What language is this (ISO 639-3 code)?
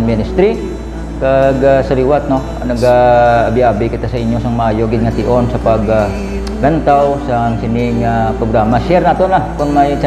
hil